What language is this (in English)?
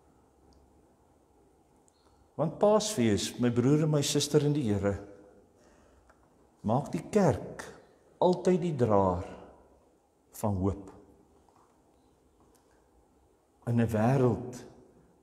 Afrikaans